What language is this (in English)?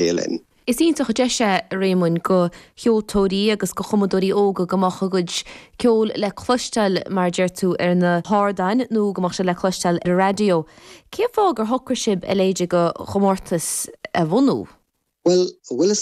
Irish